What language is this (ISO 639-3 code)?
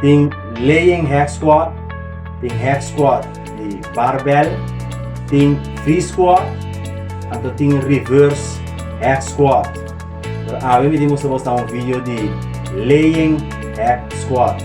pap